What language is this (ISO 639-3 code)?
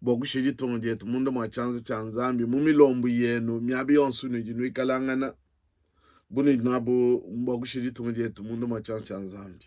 lua